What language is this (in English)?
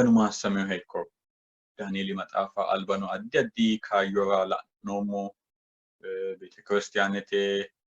Sidamo